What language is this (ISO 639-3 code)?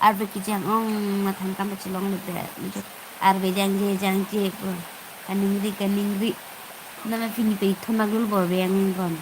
mjw